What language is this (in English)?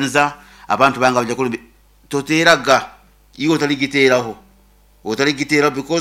Nyankole